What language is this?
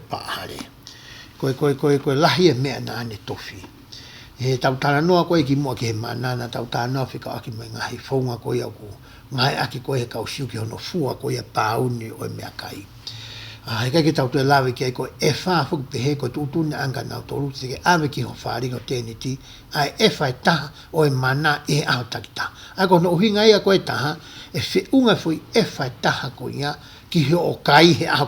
Tongan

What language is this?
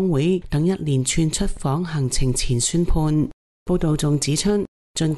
Cantonese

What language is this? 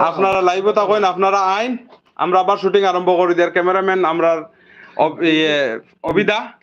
Sylheti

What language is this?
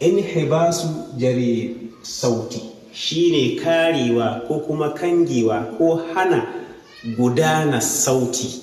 Hausa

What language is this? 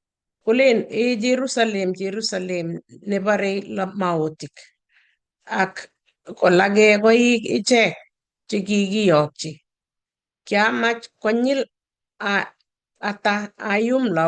Kalenjin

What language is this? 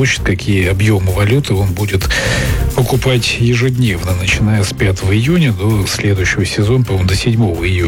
Russian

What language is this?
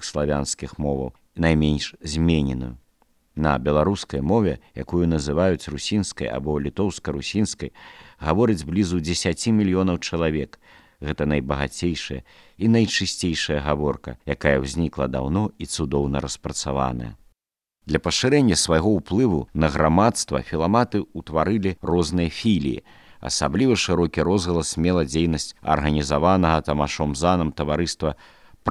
Belarusian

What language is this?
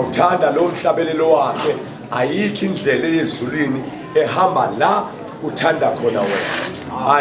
Zulu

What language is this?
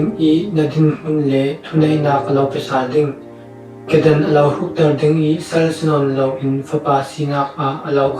Falam Chin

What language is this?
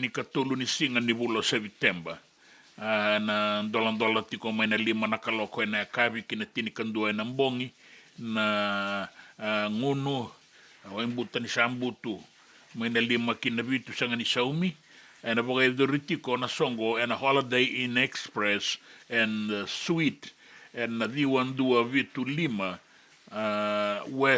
Fijian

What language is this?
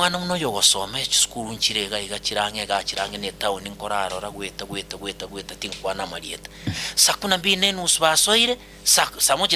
Gusii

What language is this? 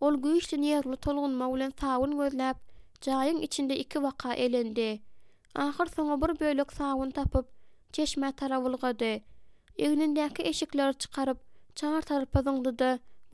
Turkmen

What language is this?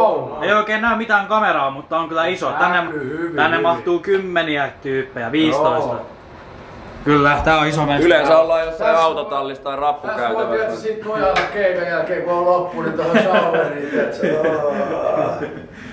Finnish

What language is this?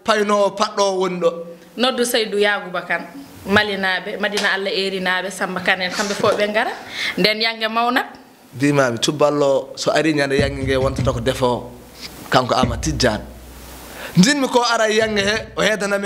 Fula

